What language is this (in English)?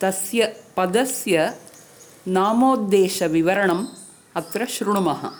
Sanskrit